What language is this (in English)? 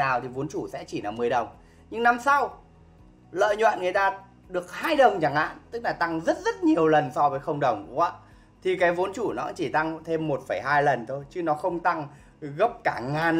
Vietnamese